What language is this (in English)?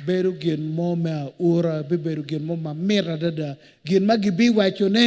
Acoli